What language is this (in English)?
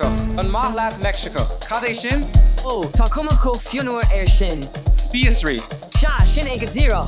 Irish